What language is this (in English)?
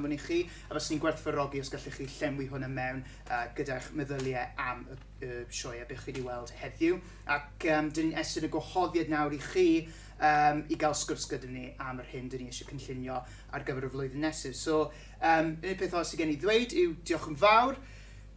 Welsh